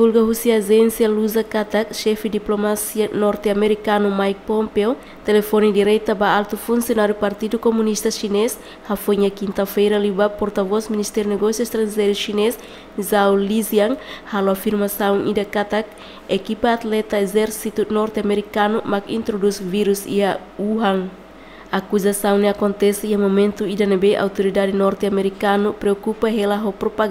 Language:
Tetum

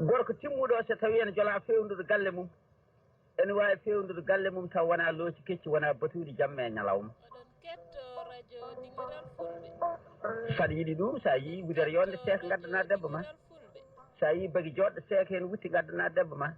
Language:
Fula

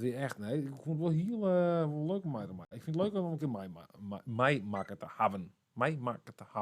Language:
Western Frisian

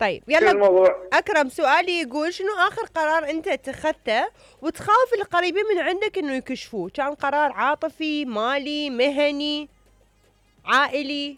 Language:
Mesopotamian Arabic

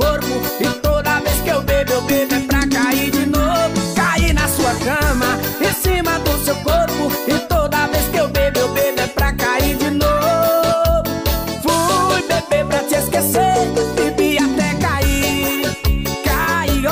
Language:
Portuguese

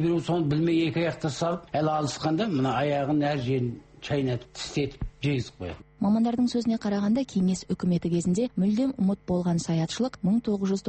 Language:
Kazakh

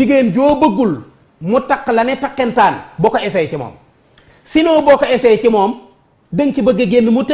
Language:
Wolof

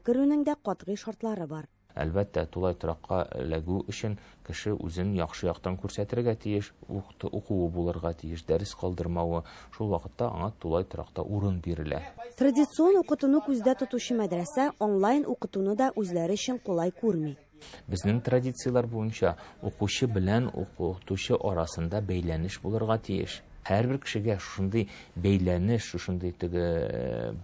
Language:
Tatar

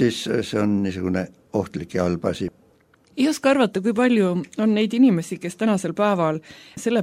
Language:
Estonian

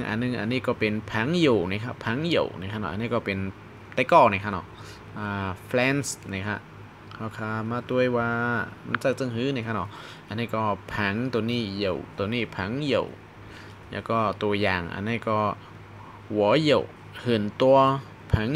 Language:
Shan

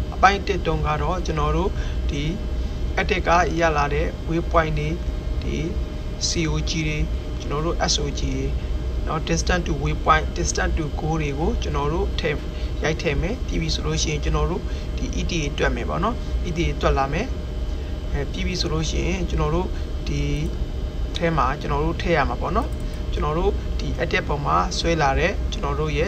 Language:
Burmese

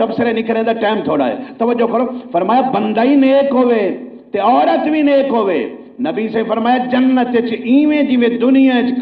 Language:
Saraiki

